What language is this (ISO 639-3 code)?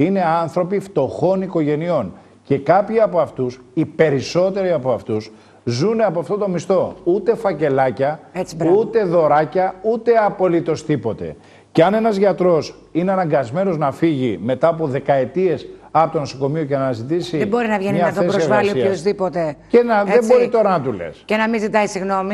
ell